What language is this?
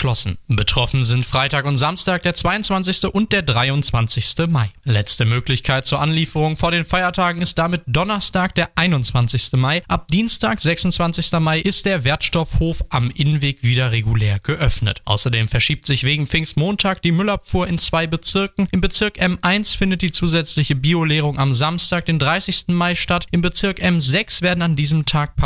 German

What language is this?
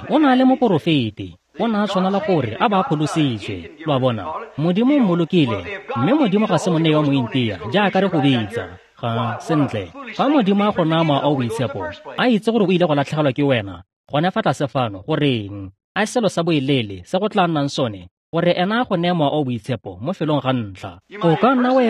Tswana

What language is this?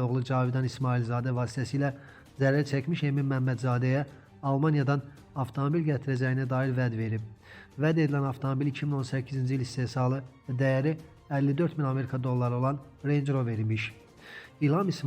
Azerbaijani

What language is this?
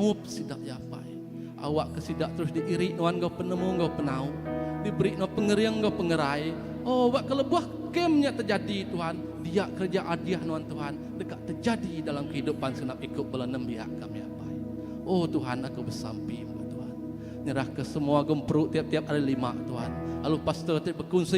Iban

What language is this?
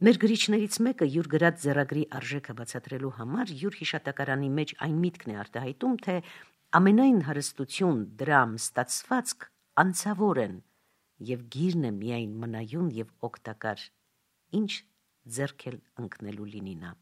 Armenian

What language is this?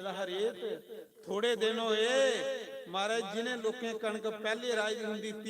Dogri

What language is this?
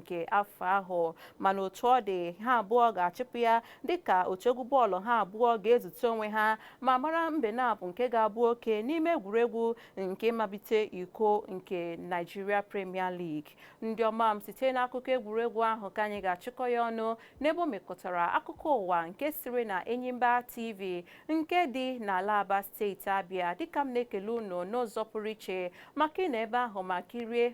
Igbo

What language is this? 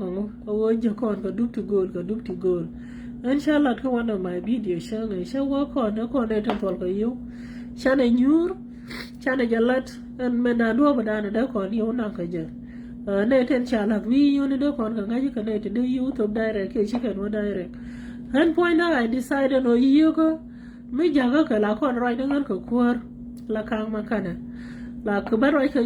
Nuer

